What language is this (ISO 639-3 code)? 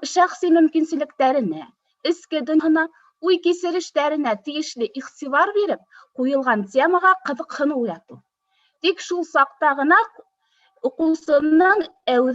bak